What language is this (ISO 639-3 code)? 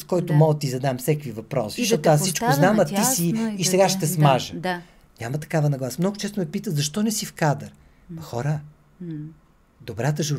bul